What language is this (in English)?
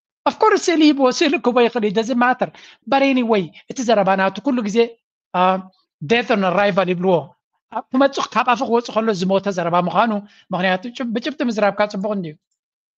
Tigrinya